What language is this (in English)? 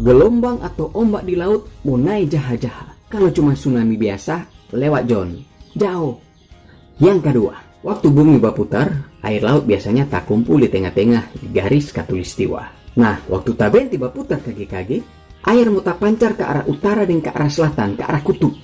Manado Malay